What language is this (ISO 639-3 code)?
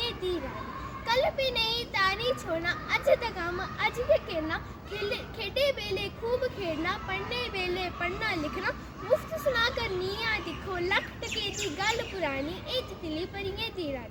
doi